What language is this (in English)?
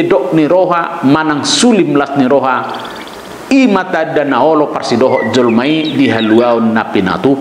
Batak Toba